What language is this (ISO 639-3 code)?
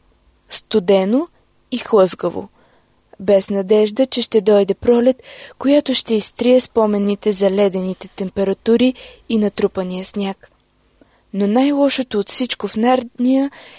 bul